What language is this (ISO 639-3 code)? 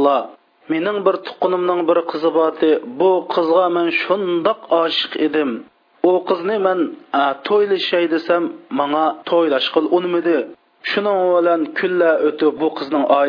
uig